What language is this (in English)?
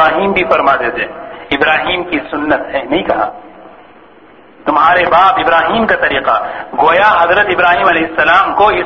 Urdu